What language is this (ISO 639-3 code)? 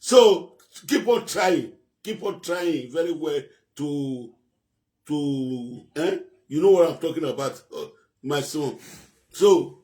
pcm